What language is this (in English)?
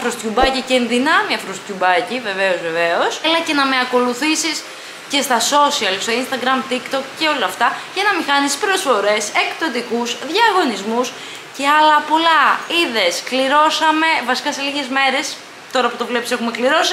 Greek